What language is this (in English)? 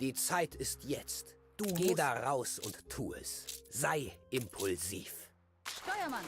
Bavarian